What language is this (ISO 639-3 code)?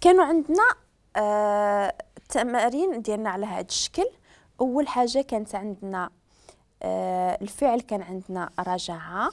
ary